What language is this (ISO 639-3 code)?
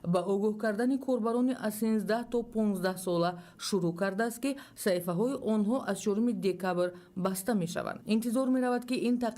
tgk